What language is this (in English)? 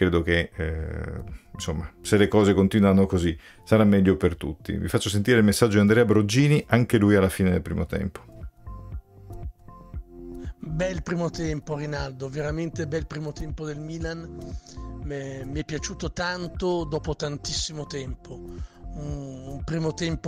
Italian